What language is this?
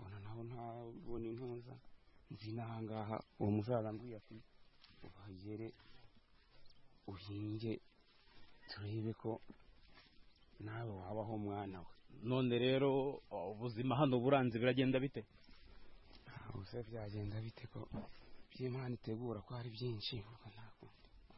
Kinyarwanda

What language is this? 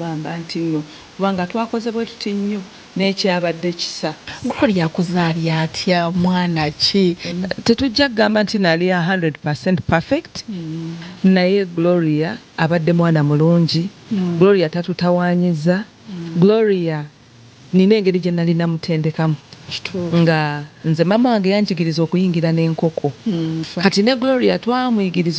Ganda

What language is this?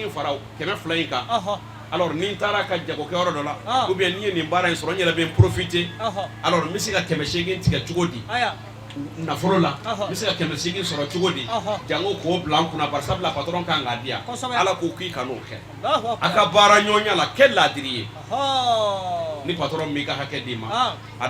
Bambara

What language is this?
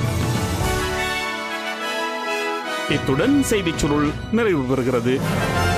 Tamil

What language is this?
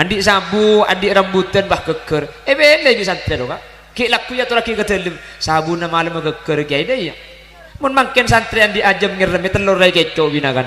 Madurese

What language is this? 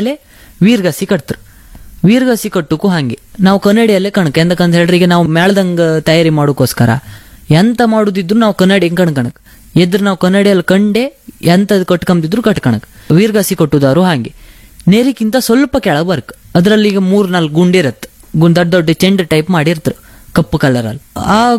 Kannada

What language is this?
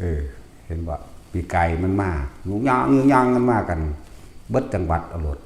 Northeastern Thai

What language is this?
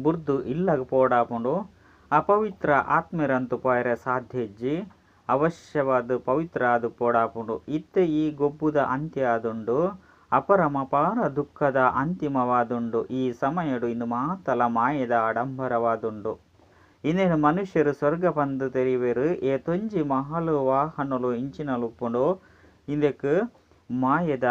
Tulu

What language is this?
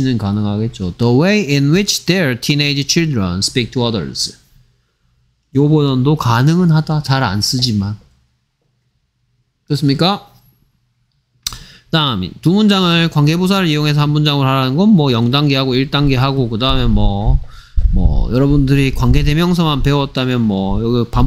Korean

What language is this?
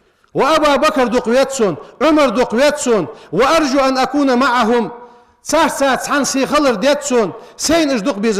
Ingush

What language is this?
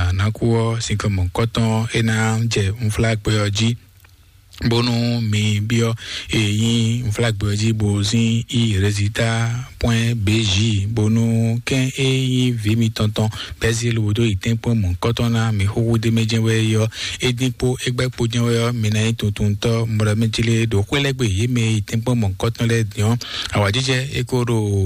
Fon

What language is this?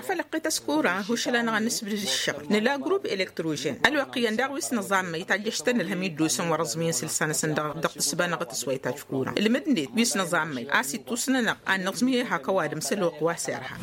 Tamasheq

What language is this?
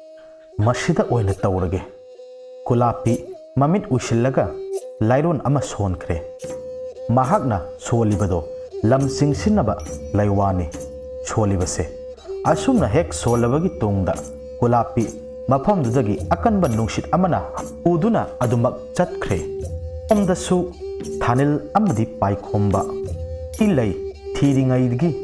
Manipuri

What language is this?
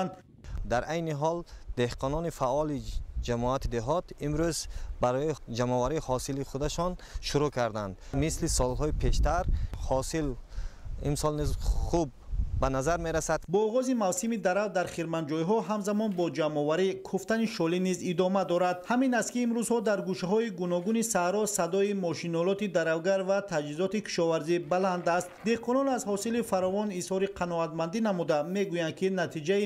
Tajik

